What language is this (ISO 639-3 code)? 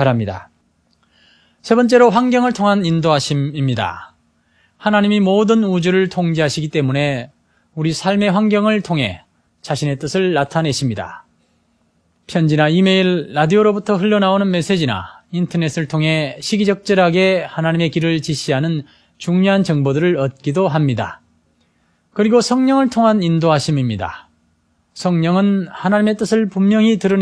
kor